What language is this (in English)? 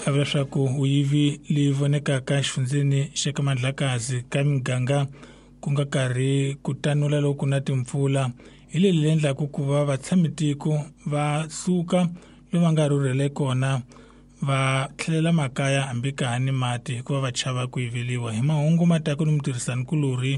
Tsonga